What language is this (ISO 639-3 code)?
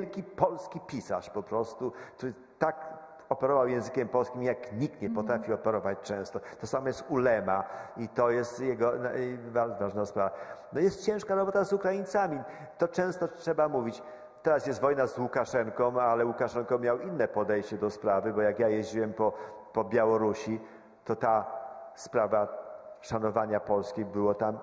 pol